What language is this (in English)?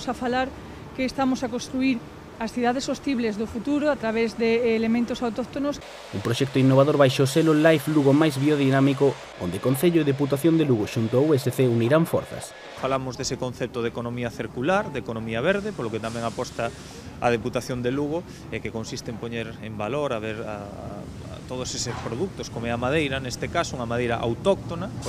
Galician